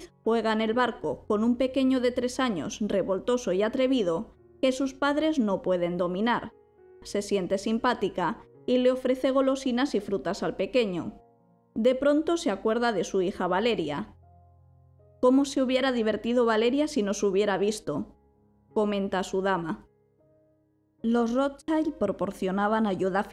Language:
Spanish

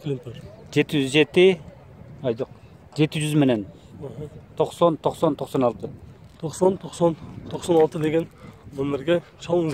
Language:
Kyrgyz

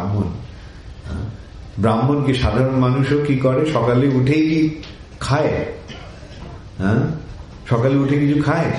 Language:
Bangla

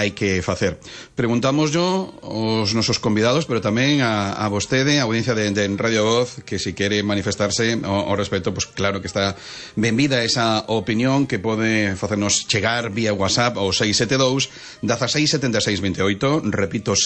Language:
Galician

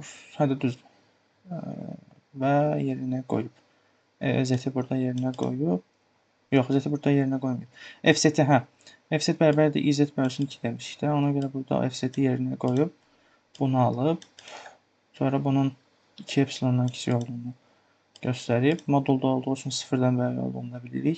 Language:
Azerbaijani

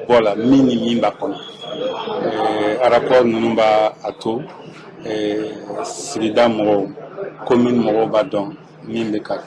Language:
Bambara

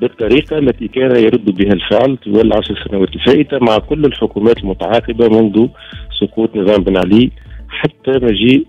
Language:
Tunisian Arabic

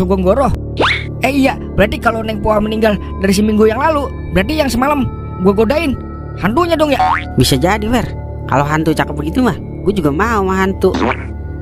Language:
Betawi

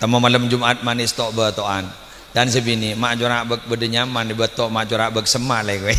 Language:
Madurese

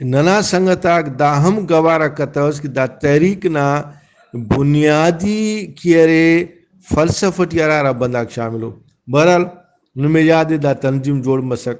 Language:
Brahui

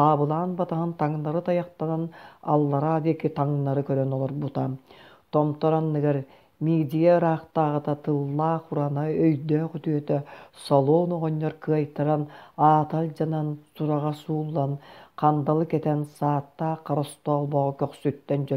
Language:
Yakut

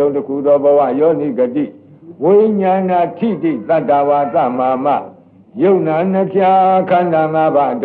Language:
Burmese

